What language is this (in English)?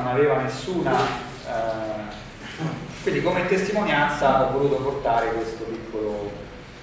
Italian